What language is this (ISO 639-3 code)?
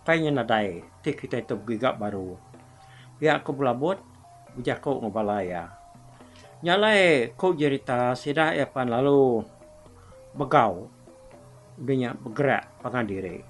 iba